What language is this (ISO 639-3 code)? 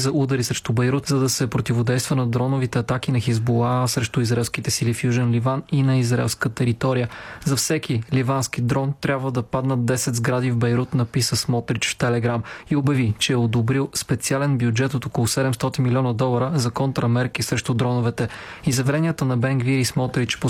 bul